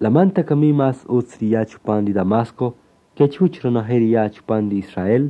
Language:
Kaqchikel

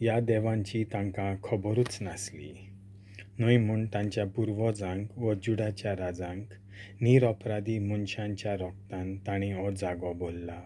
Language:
Konkani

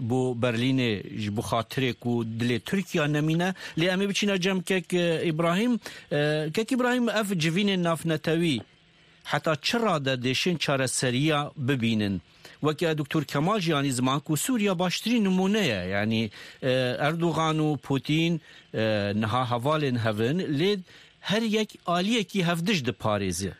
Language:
Kurdish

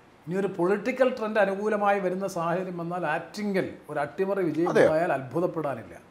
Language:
Malayalam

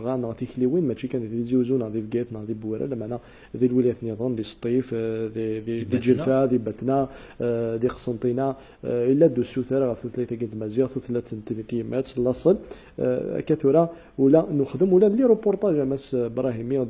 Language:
Kabyle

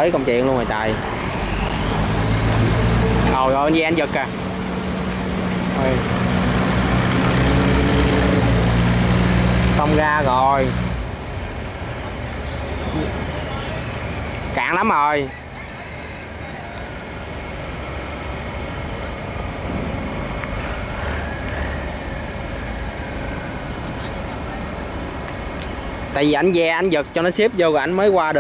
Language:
Vietnamese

